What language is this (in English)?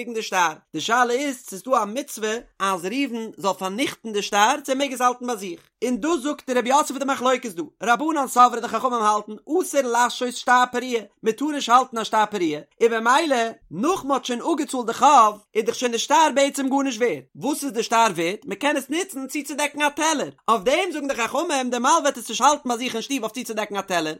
Yiddish